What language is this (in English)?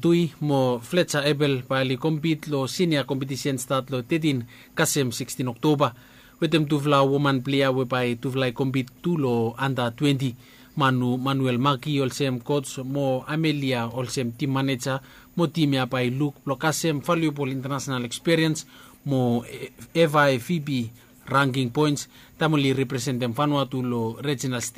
Bislama